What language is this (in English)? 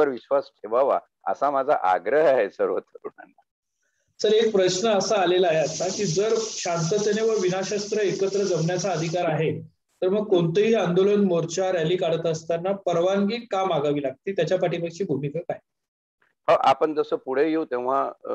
Marathi